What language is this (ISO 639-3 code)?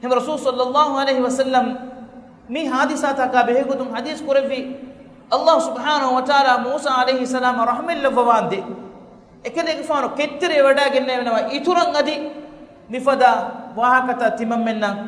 div